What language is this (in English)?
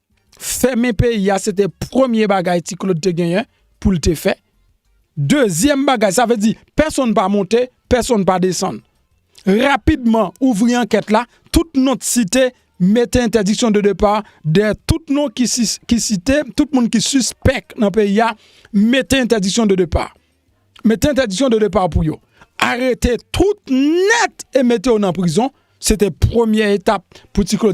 Haitian Creole